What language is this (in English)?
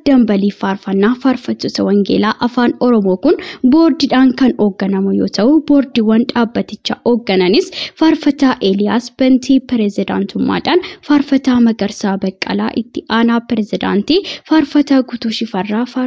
Oromo